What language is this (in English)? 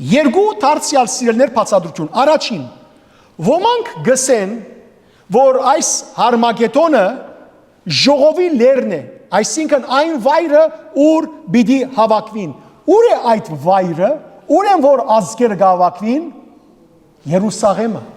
Western Armenian